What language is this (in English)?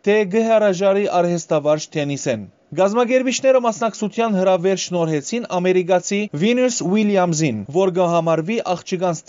Western Armenian